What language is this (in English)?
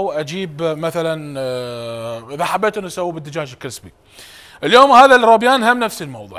Mesopotamian Arabic